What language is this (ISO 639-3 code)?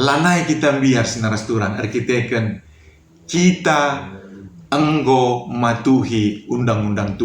btx